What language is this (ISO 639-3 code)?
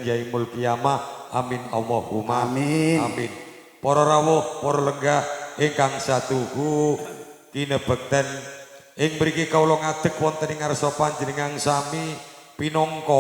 jav